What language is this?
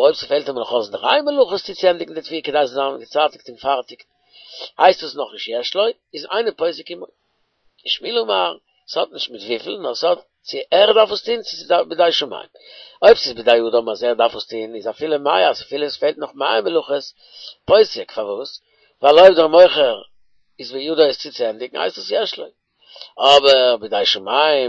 Yiddish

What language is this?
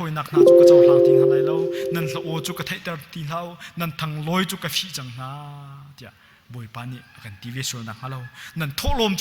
Hakha Chin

